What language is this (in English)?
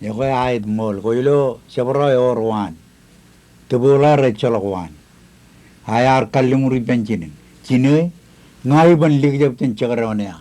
Marshallese